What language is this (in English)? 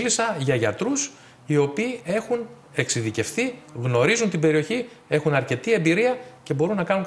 Greek